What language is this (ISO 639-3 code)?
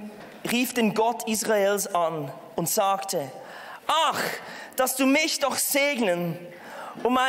gsw